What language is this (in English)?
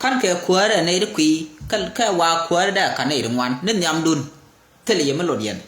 Nuer